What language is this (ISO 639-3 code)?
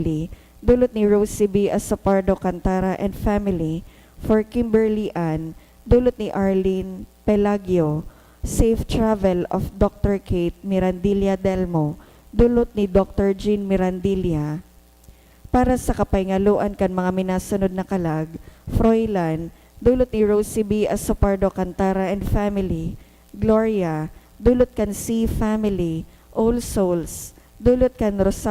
bik